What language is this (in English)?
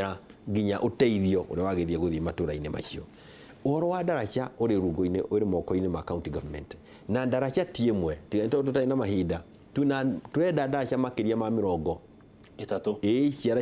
Kikuyu